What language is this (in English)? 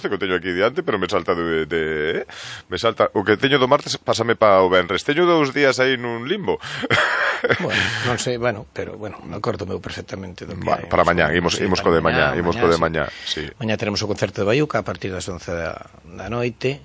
Galician